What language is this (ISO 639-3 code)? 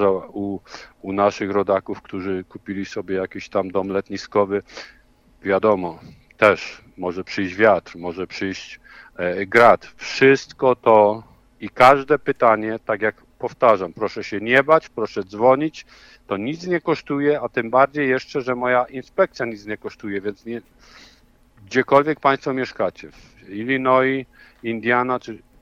pol